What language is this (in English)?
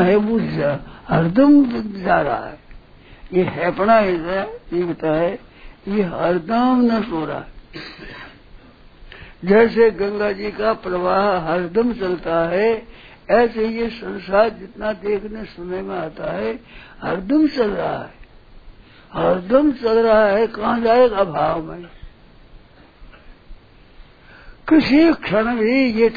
Hindi